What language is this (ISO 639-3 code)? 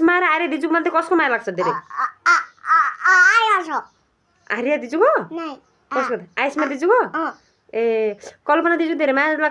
nep